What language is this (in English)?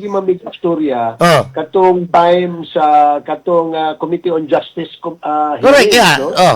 Cebuano